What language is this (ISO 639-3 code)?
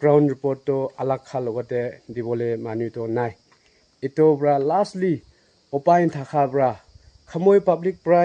nag